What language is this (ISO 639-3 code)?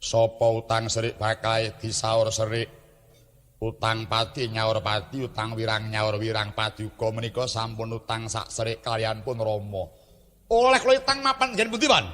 jav